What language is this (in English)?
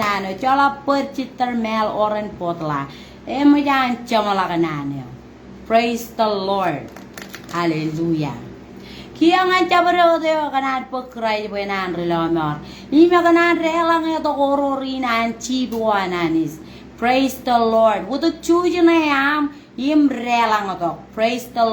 Marshallese